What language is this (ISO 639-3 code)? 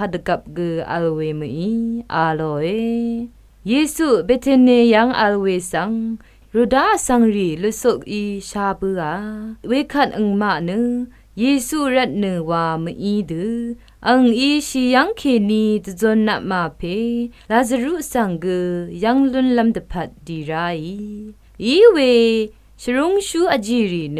raw